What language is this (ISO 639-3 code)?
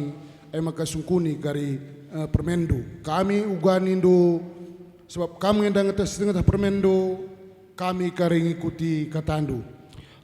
btx